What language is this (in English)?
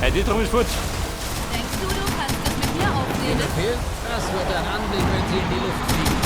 Bavarian